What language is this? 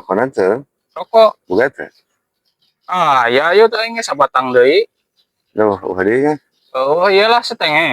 Sundanese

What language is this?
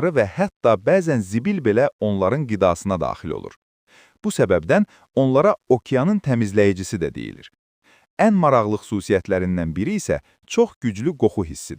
Azerbaijani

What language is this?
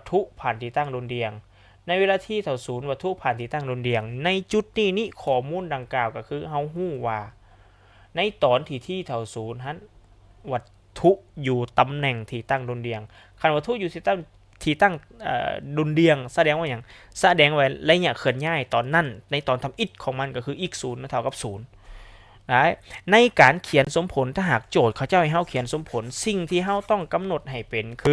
Lao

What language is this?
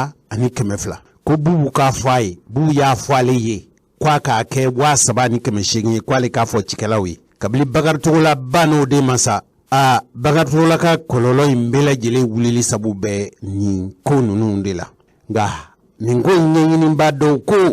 Bambara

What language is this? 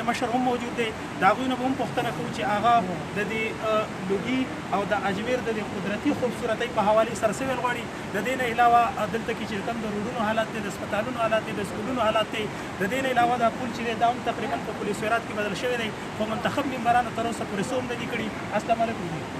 Pashto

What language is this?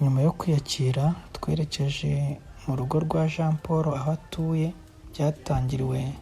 Kinyarwanda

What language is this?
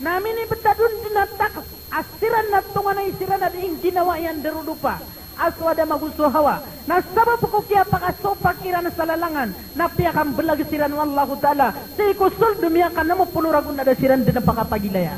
Maranao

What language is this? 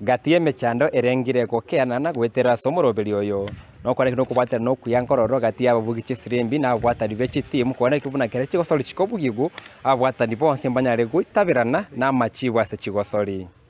Gusii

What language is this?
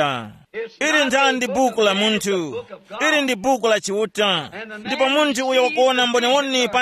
Tumbuka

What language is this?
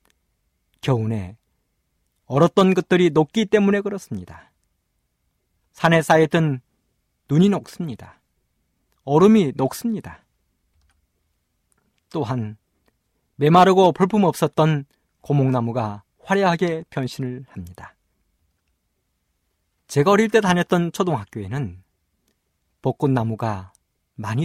Korean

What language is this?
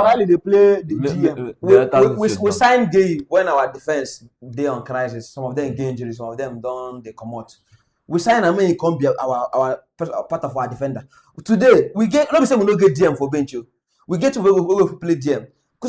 Nigerian Pidgin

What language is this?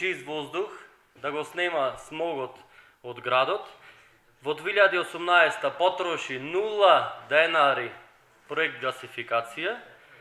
Macedonian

